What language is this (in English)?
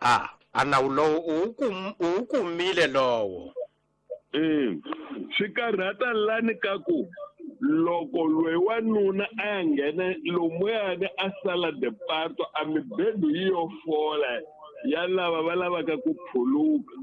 Tsonga